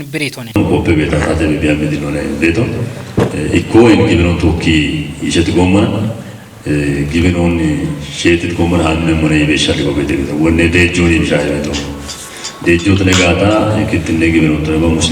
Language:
Kafa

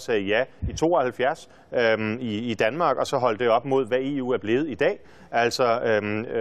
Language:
Danish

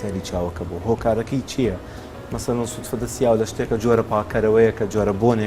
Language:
Central Kurdish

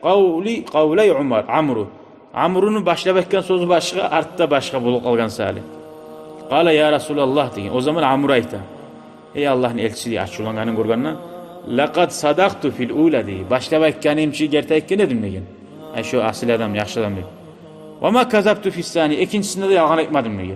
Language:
Kumyk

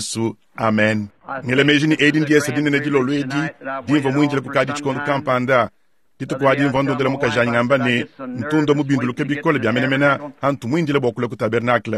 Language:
Luba-Lulua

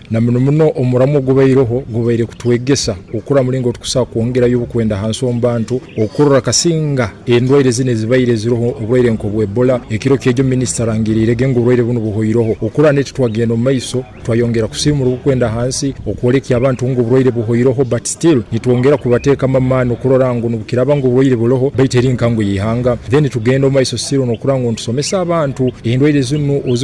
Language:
Nyankole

